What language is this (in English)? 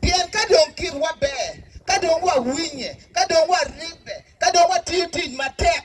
Acoli